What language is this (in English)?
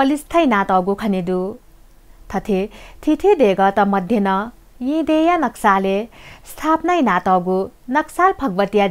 Newari